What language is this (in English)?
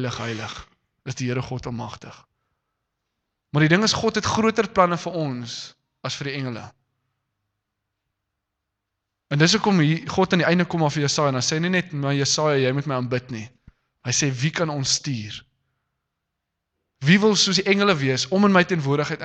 Afrikaans